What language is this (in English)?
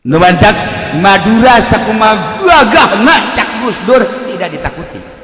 Sundanese